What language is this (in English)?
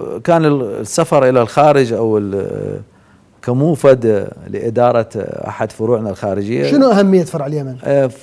Mesopotamian Arabic